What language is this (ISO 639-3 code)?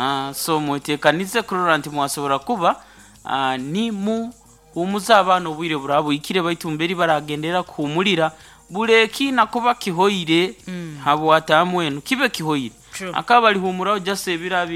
nyo